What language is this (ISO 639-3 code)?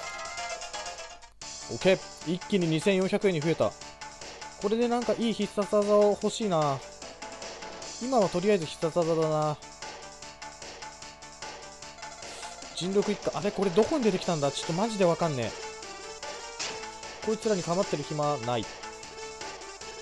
jpn